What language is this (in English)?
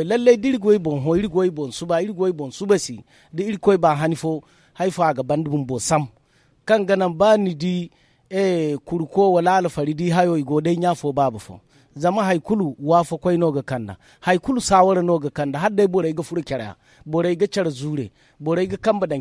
Zarma